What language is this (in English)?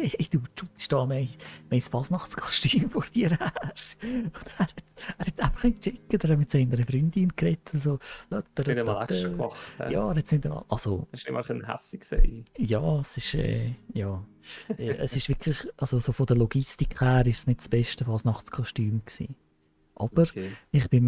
Swiss German